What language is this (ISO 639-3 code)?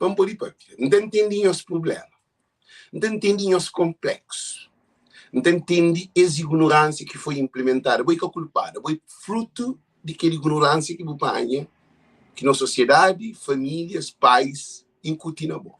kea